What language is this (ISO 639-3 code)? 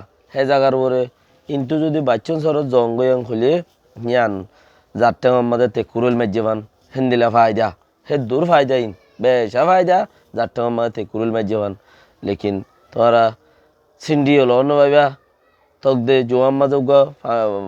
rhg